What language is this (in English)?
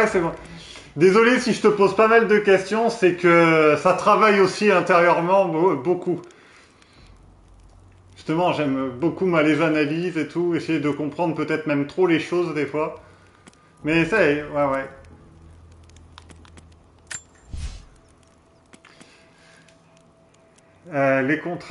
French